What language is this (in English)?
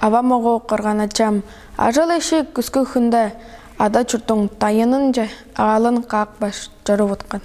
Tuvinian